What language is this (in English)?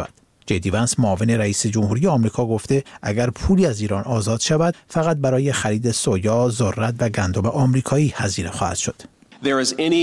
Persian